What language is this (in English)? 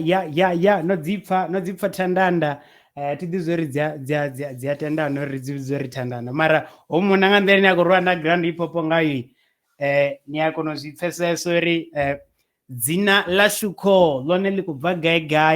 Venda